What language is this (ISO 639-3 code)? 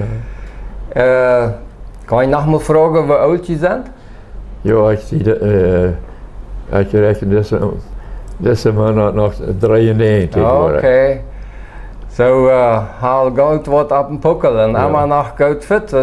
pdt